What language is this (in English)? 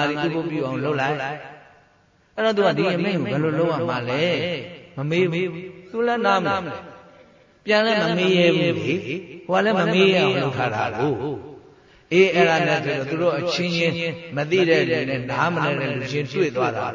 Burmese